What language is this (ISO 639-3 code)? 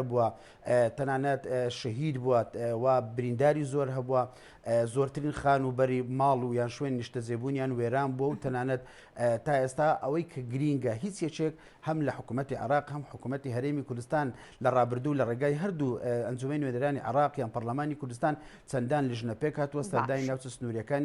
ckb